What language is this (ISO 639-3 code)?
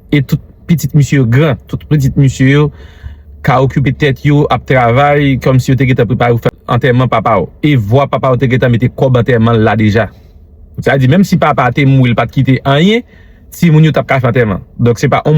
hat